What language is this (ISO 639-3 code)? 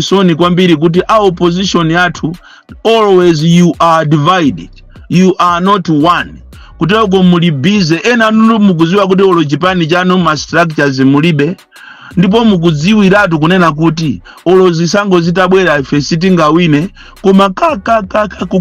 nya